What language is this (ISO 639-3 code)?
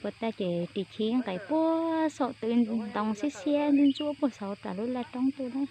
hmn